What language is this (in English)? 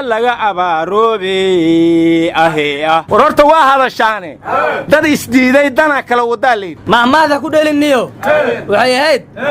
Somali